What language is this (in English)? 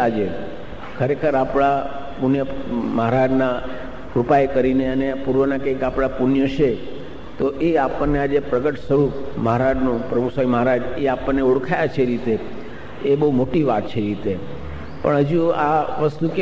Gujarati